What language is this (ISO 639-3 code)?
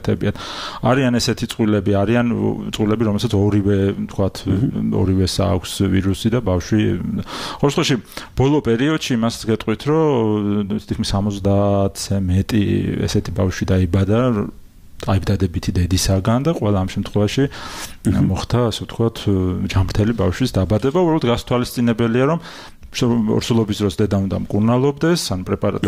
kat